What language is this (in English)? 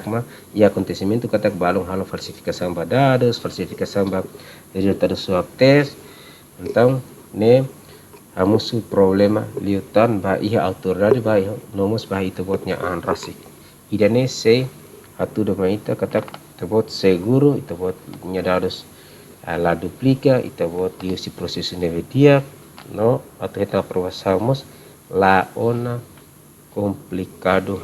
Tetum